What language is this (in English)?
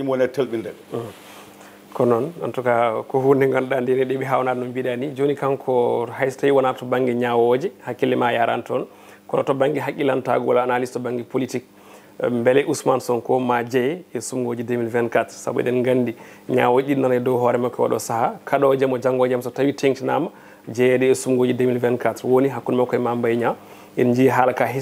Fula